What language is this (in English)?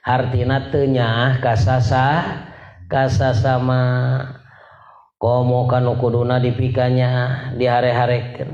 Sundanese